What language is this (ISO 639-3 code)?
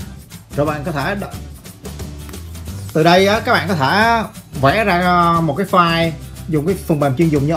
vie